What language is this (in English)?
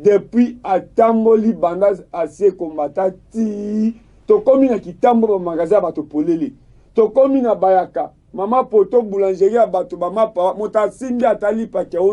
Lingala